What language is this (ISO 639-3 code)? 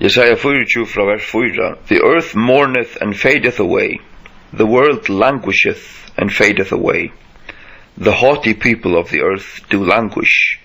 fao